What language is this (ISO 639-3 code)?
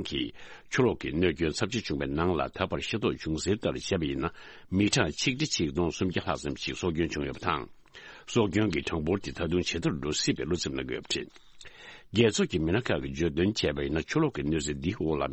bod